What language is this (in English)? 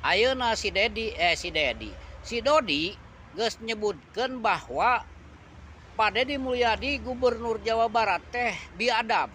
Sundanese